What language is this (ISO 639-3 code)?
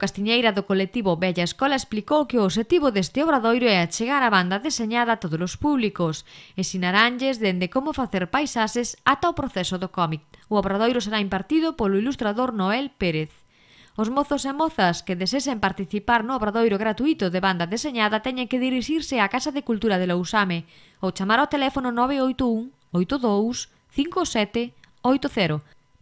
glg